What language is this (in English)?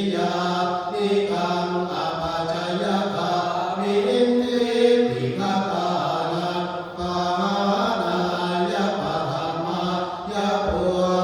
Pali